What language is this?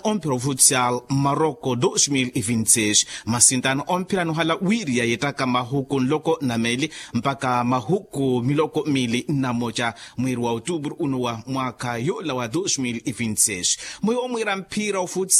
Makhuwa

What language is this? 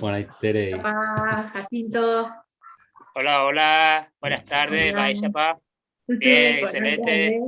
Guarani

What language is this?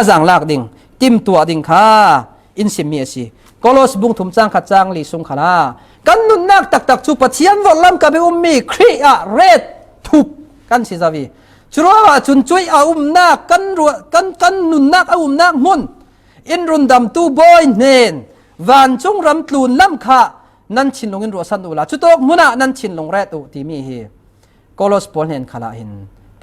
Falam Chin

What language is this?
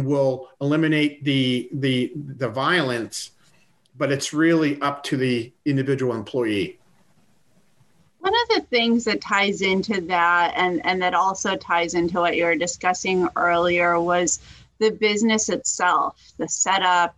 English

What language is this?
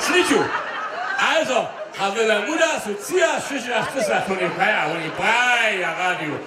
Upper Sorbian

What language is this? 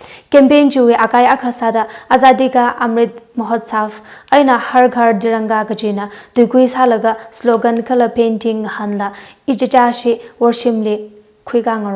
Tangkhul Naga (India)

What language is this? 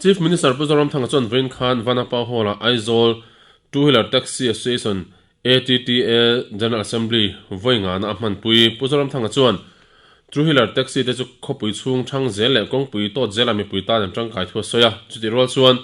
Mizo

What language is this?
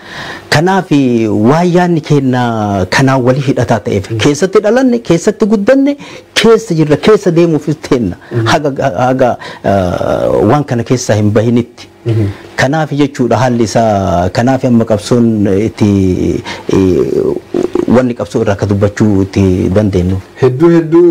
Oromo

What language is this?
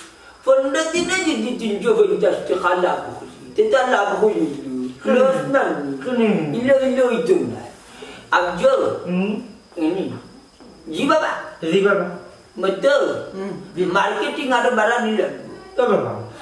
Sylheti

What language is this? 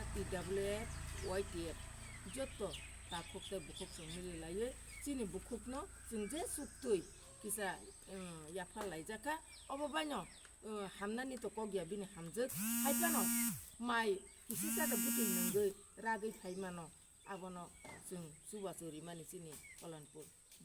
Kok Borok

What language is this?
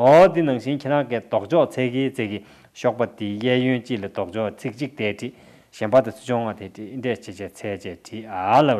Tibetan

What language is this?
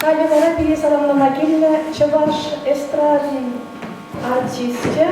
Chuvash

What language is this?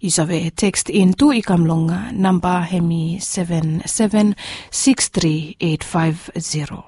Bislama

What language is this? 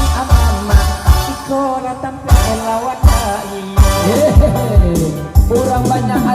Minangkabau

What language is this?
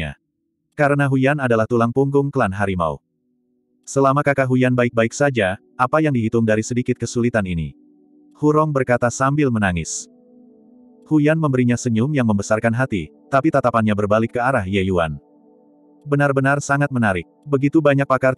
Indonesian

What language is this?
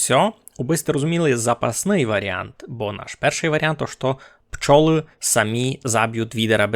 Rusyn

